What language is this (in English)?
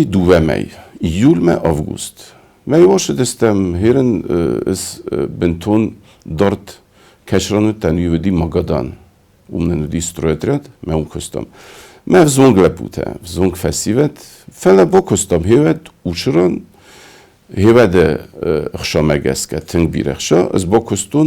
Ossetic